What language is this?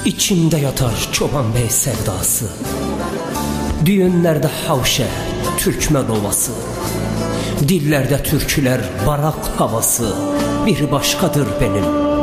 Turkish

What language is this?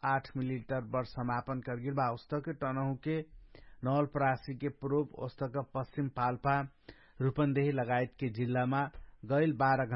Dangaura Tharu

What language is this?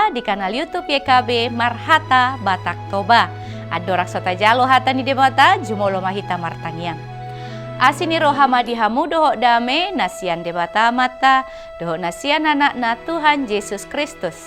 Batak Toba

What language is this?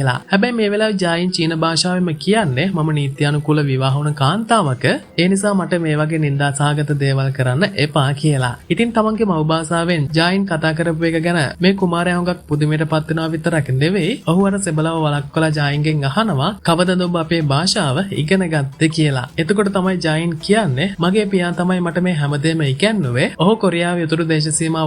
Sinhala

